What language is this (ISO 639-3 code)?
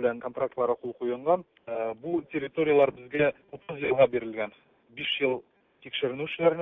tat